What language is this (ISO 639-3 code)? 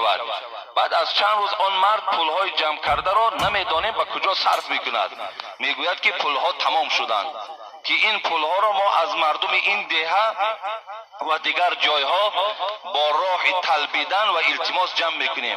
tgk